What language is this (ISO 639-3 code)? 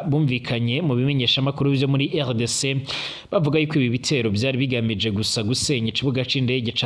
run